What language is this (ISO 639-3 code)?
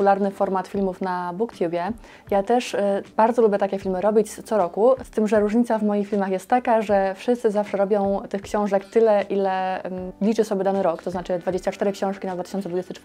pol